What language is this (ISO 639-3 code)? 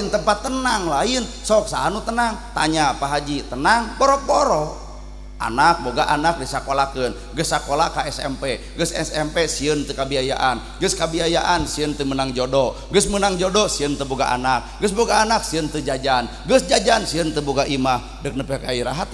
sun